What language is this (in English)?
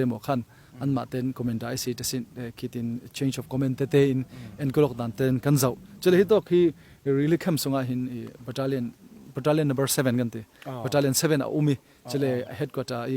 Falam Chin